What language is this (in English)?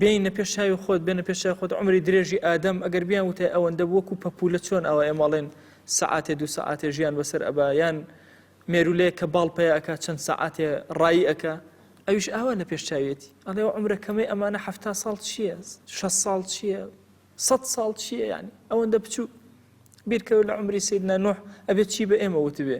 Central Kurdish